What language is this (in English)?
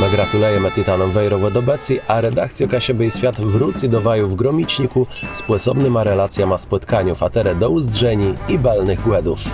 Kashubian